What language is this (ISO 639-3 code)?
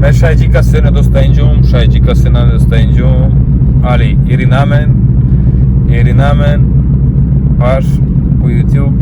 rom